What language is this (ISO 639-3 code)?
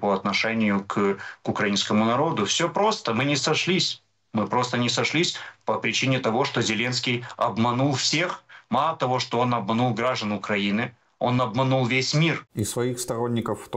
rus